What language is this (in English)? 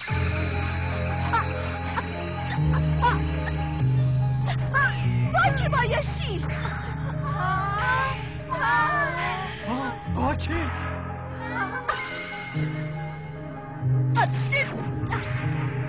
Persian